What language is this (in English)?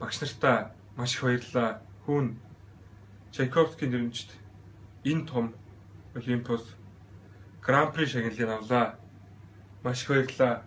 Mongolian